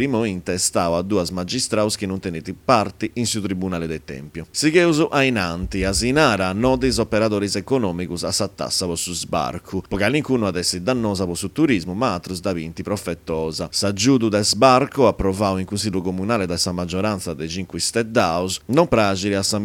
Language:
Sardinian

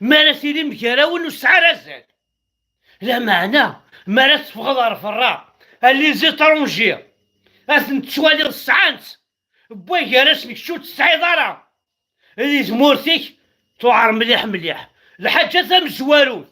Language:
Kabyle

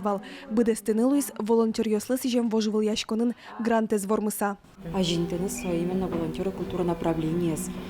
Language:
Udmurt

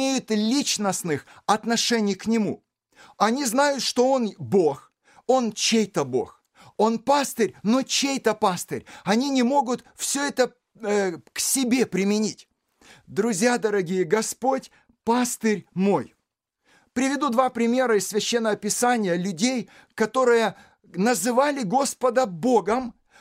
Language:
Russian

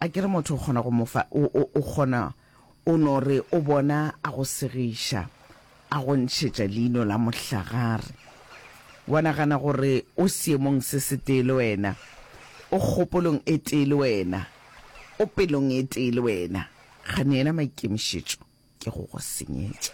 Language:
Northern Sotho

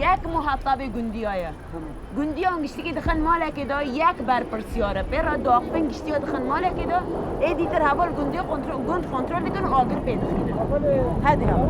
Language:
Kurdish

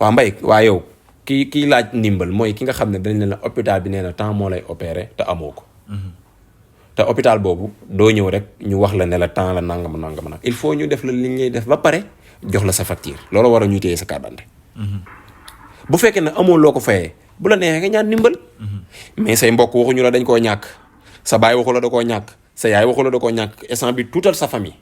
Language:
Wolof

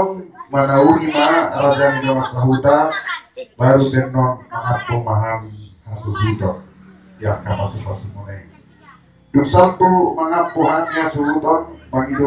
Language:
Batak Toba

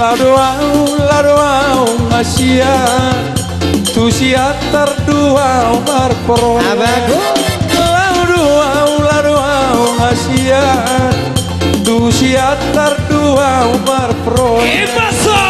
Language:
Batak Toba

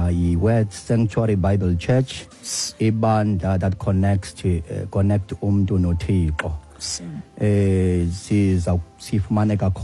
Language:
Xhosa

